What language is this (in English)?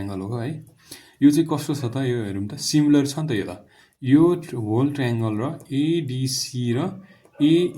Nepali